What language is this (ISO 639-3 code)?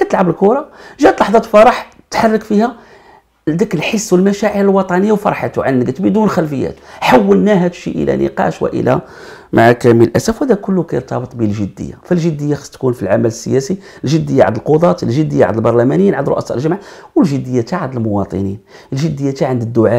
ary